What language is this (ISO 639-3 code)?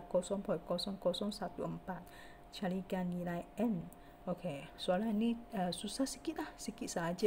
msa